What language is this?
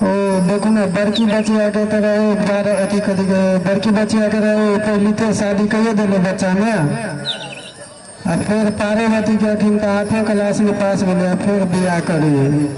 Maithili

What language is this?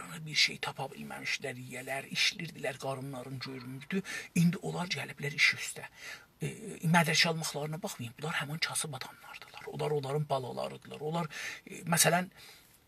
South Azerbaijani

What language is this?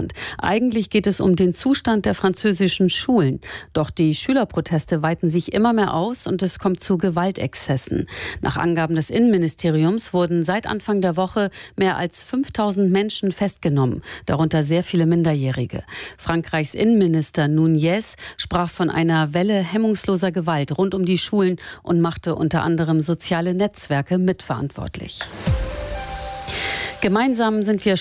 German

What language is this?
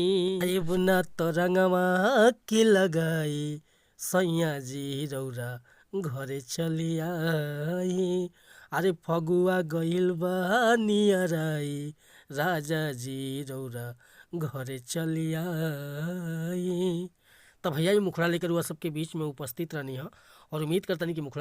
Bhojpuri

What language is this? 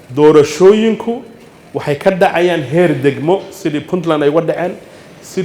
Somali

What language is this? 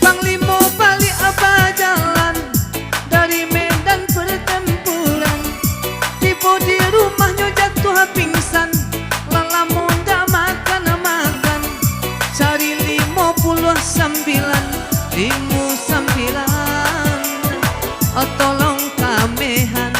Minangkabau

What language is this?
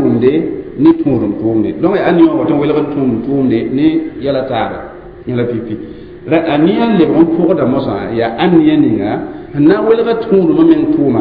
Mossi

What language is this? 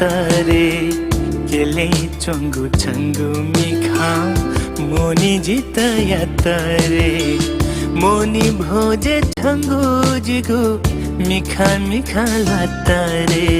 Newari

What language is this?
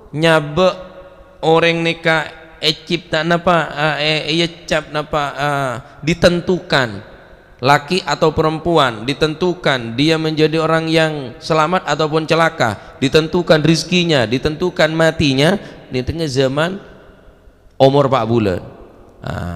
Madurese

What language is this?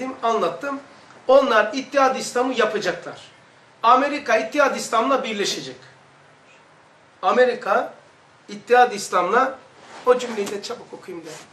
Turkish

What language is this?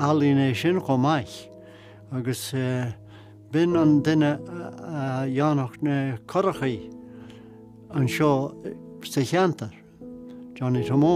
Irish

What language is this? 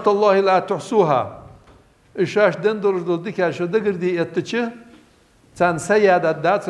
Ingush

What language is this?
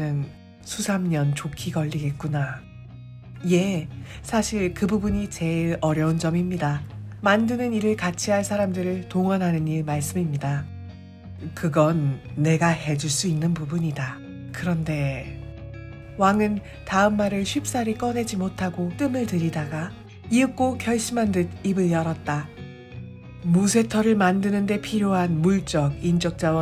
Korean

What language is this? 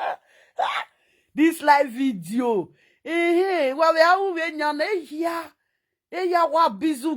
Nigerian Pidgin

